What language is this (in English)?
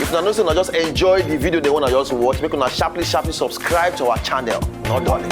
Nigerian Pidgin